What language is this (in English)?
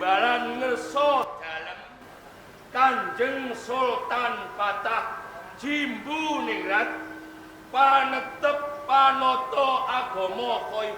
Javanese